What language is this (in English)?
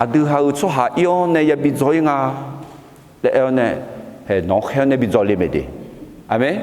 Akha